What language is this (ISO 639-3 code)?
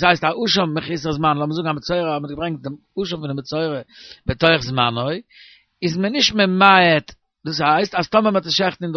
yid